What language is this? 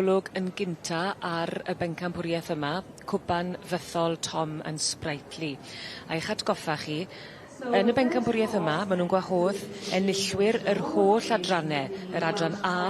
Welsh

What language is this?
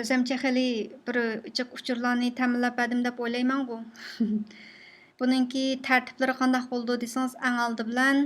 Uyghur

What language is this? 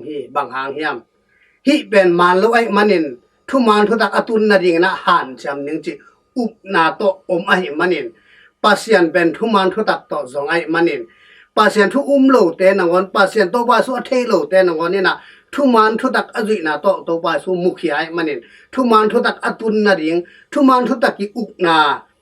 Tedim Chin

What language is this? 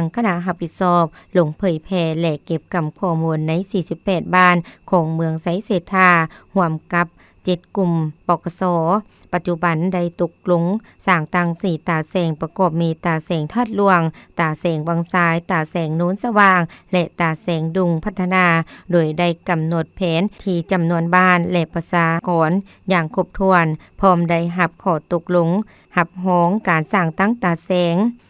Lao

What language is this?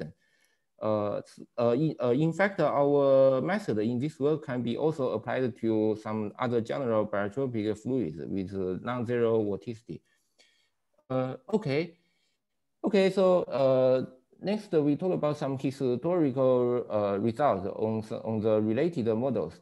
English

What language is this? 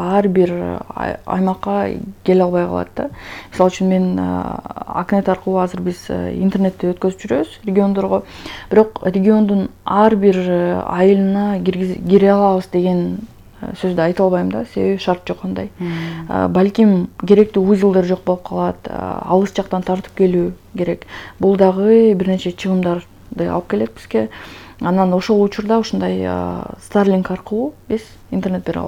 Kyrgyz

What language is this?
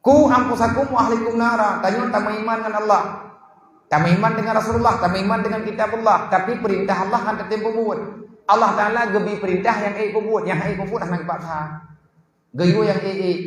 Achinese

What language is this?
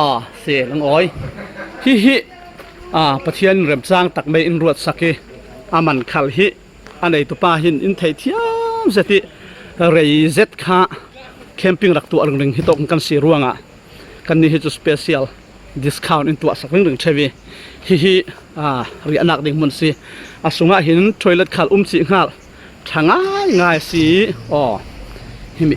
Falam Chin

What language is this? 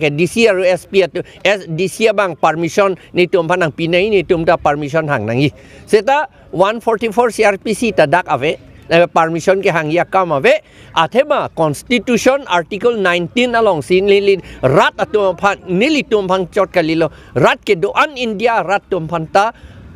Karbi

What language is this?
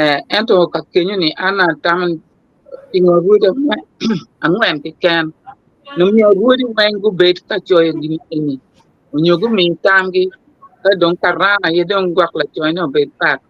Acoli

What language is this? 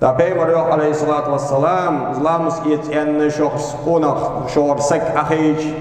Ingush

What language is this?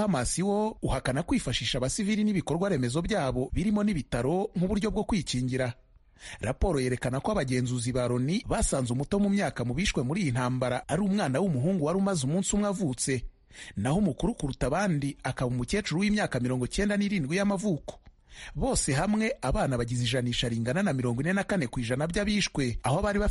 Kinyarwanda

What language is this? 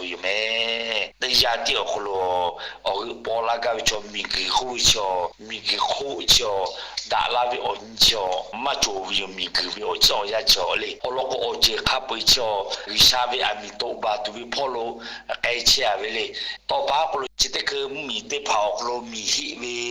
Lahu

